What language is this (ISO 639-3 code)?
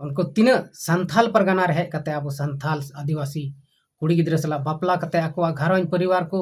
sat